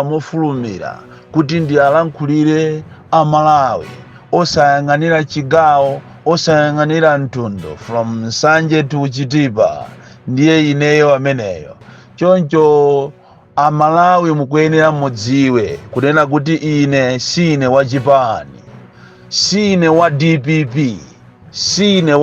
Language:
Nyanja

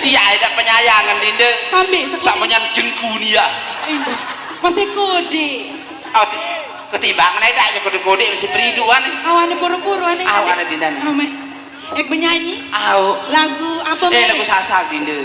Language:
Sasak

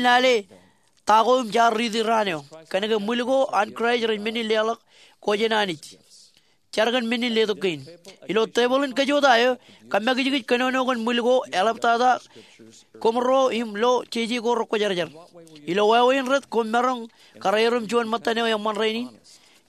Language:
Marshallese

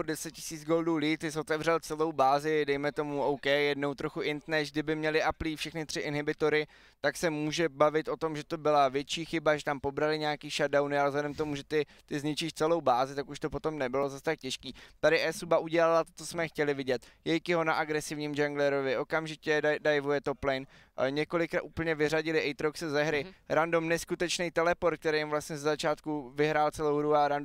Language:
Czech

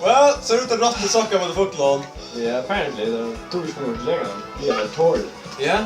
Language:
Faroese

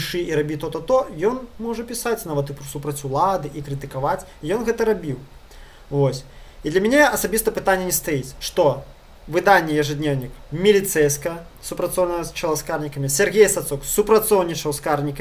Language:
Belarusian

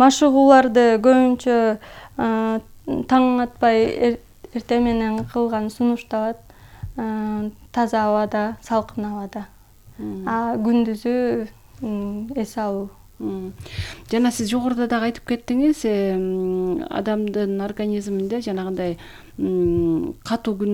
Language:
Kyrgyz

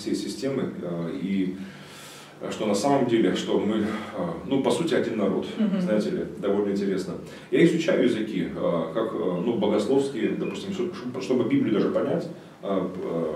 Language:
Russian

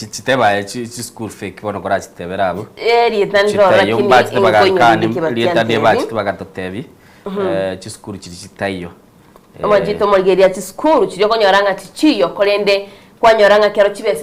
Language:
Gusii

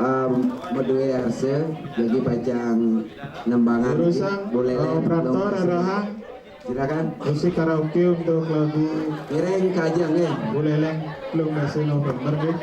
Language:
Balinese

